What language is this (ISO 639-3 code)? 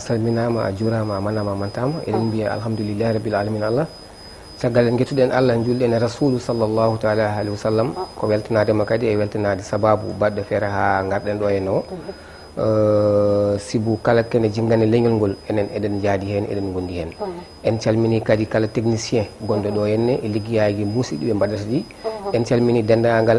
ful